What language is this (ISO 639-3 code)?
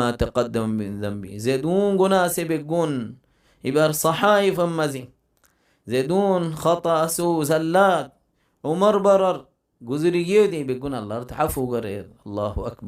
rhg